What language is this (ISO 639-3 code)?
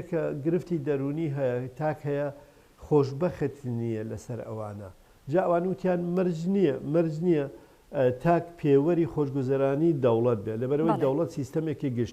ckb